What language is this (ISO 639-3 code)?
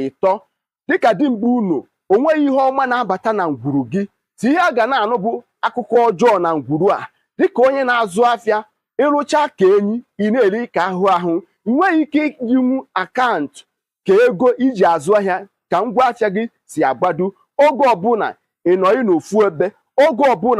ibo